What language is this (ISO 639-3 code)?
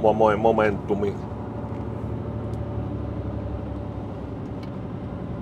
fin